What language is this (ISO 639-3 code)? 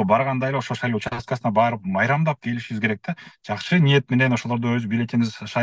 kir